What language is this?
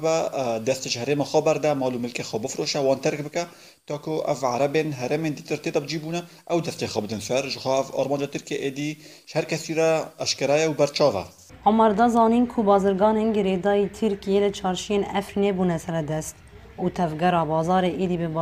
Kurdish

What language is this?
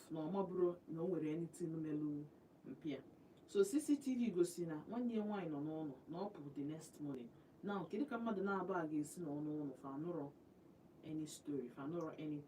Igbo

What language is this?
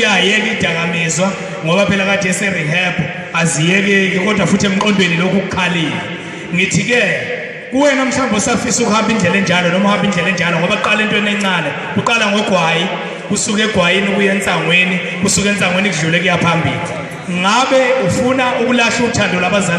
Zulu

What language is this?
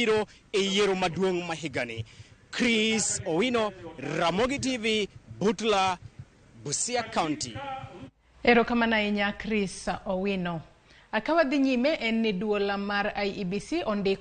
Luo (Kenya and Tanzania)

